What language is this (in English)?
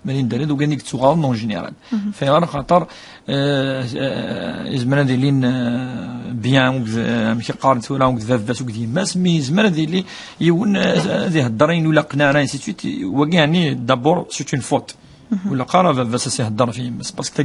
Kabyle